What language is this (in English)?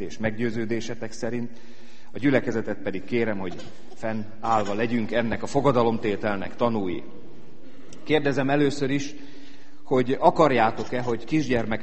Hungarian